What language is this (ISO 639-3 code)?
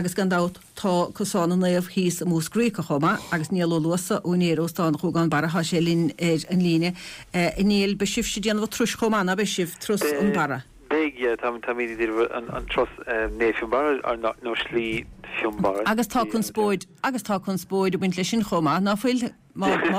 gle